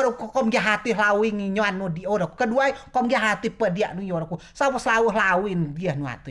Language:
Rejang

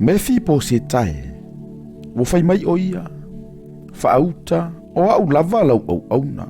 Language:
Samoan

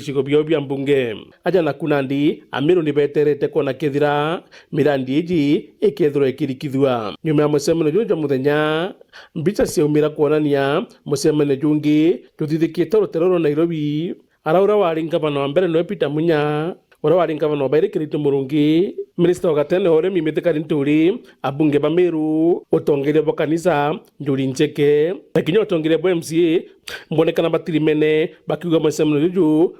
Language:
Meru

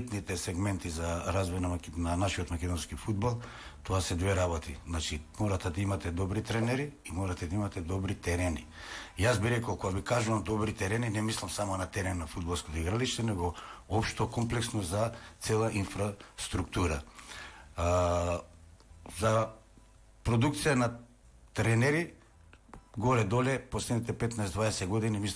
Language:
Macedonian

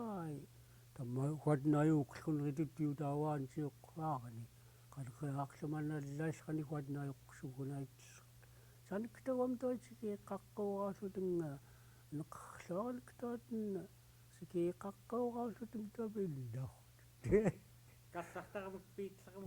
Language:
Central Yupik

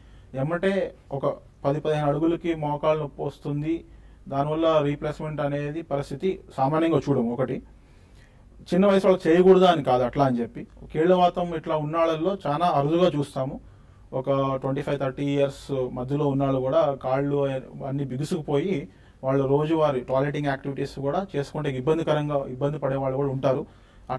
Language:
Telugu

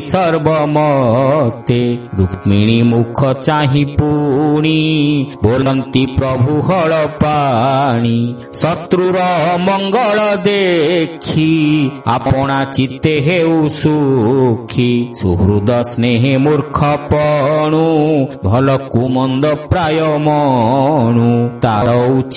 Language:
Odia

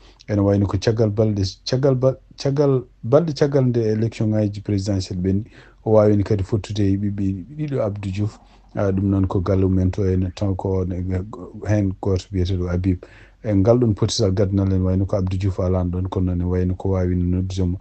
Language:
Fula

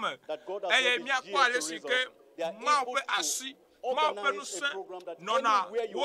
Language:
Ewe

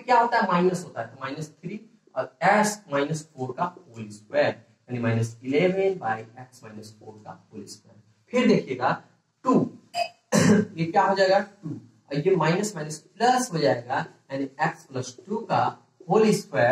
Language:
Hindi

